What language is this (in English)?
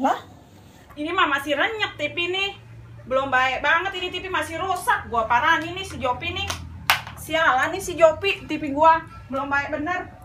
Betawi